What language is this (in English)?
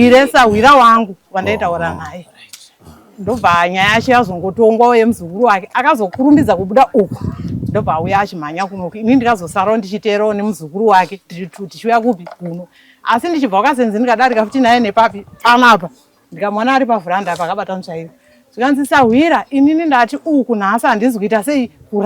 Shona